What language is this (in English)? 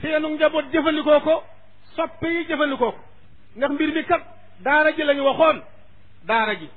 Wolof